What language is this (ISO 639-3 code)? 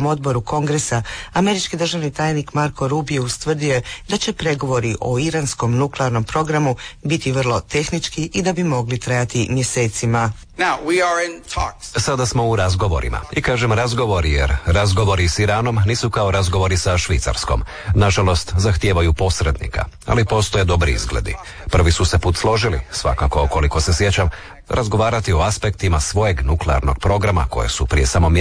hrv